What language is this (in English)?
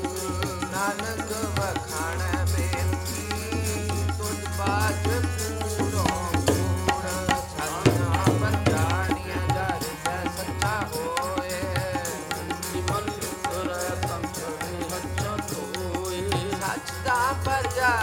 Punjabi